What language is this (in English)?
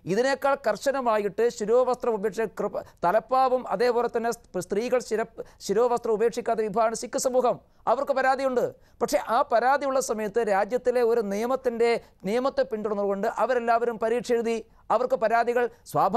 Malayalam